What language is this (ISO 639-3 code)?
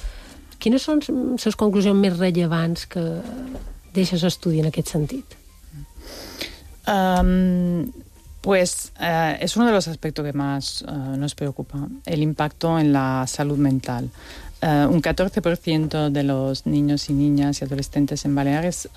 cat